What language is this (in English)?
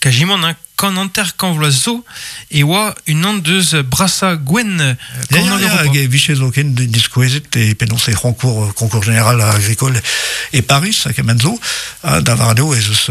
Breton